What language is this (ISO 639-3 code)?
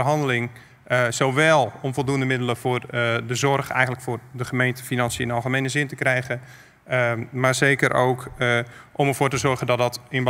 nld